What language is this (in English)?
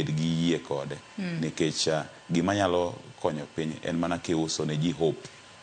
Luo (Kenya and Tanzania)